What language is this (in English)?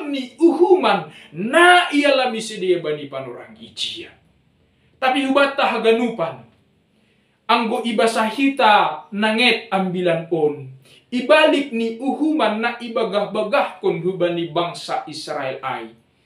Batak Simalungun